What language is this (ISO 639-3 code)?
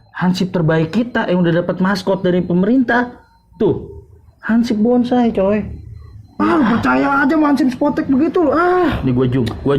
bew